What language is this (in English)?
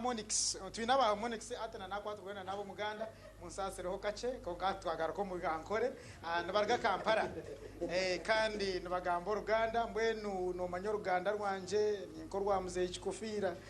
Nyankole